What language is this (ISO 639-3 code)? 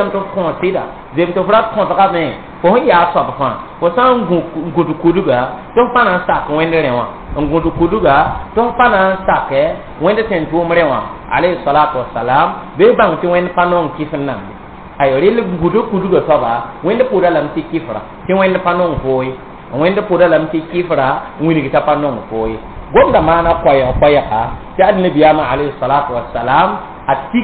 mos